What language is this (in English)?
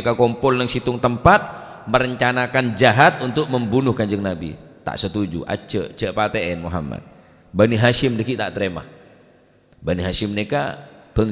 Madurese